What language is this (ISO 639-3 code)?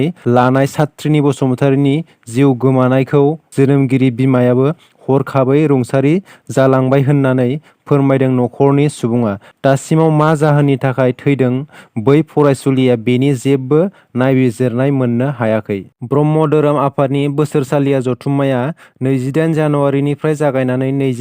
brx